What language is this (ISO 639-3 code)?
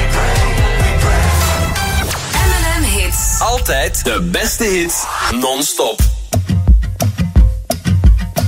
nld